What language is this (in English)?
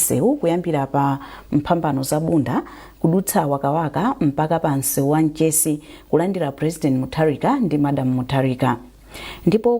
Nyanja